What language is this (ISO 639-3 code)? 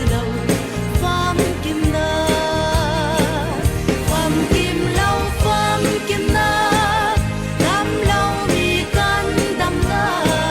cfm